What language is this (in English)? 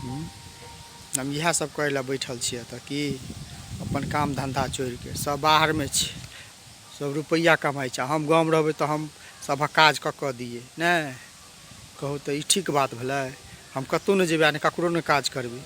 Maithili